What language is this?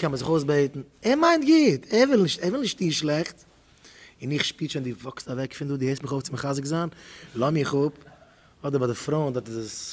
Yiddish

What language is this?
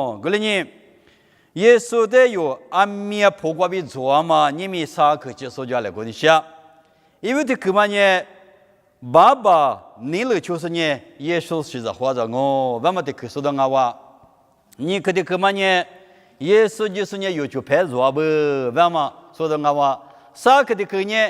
Lisu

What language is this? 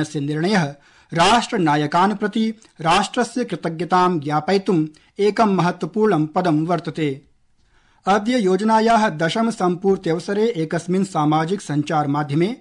Sanskrit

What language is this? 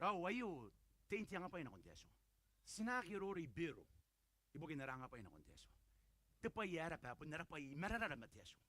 Gilbertese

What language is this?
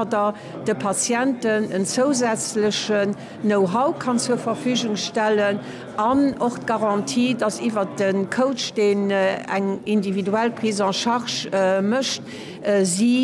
Luxembourgish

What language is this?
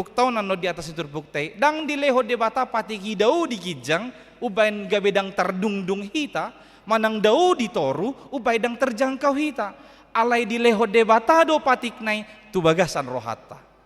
Batak Toba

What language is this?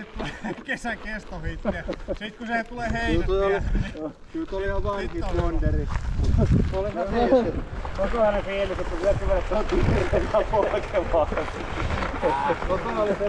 Finnish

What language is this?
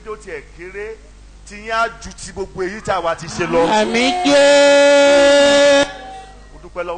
Yoruba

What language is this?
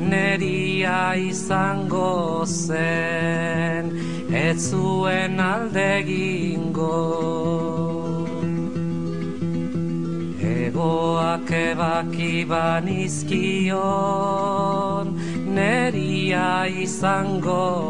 Basque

